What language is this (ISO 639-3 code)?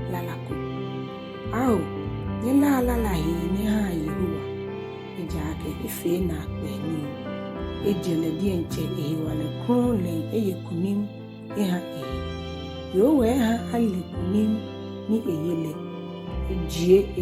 gaa